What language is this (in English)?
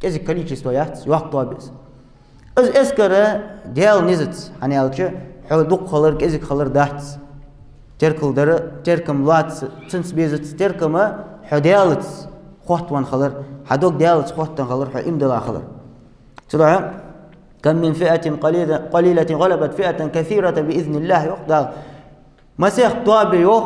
Ingush